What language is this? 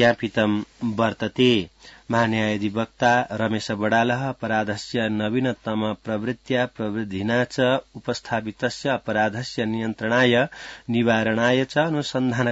Sanskrit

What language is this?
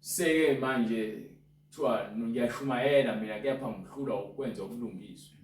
Zulu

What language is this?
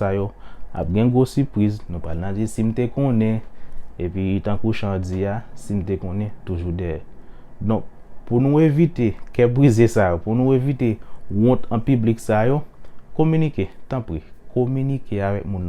Haitian Creole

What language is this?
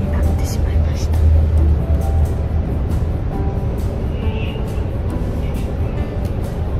Japanese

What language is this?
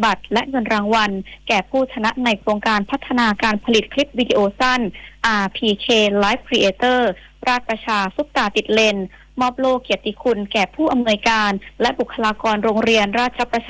Thai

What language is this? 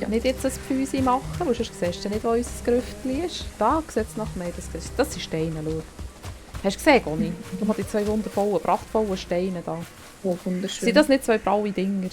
Swiss German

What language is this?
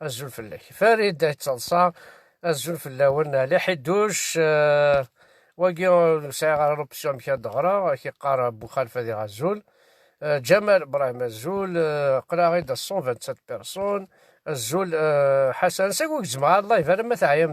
Kabyle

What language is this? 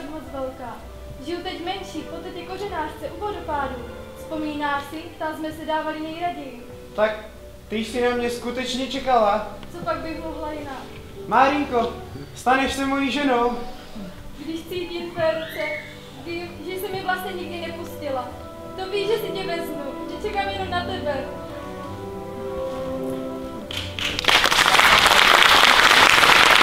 Czech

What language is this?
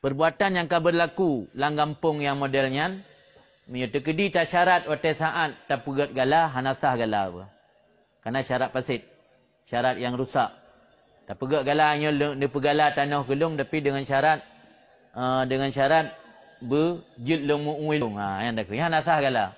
Achinese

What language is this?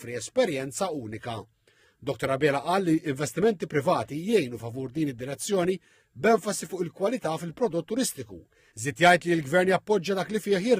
Maltese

